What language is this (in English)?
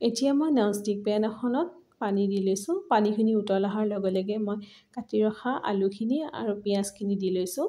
Assamese